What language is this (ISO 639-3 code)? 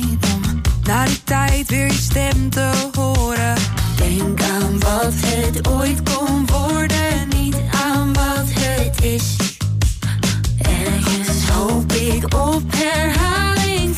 nld